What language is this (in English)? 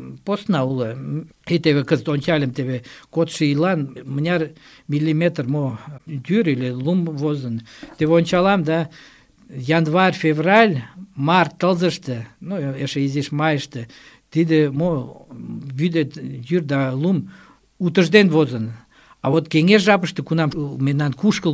Mari